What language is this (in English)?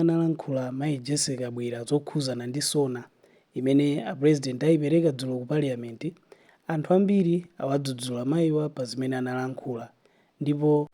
Nyanja